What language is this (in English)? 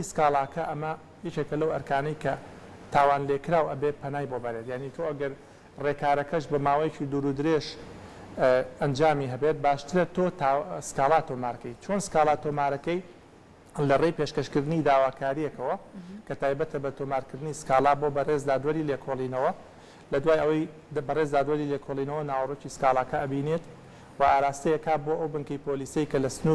Central Kurdish